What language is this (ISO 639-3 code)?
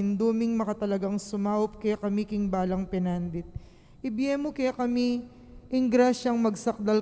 pam